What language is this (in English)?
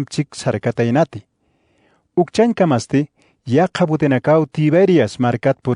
Aymara